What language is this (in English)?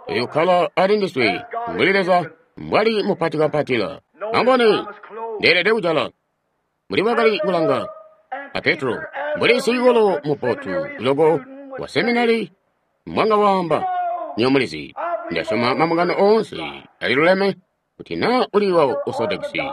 Tonga (Zambia)